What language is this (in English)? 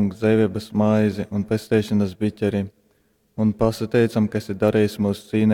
Latgalian